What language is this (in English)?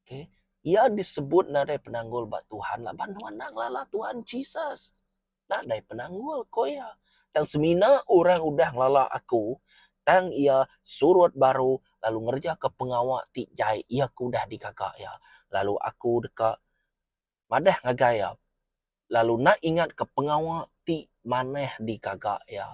Iban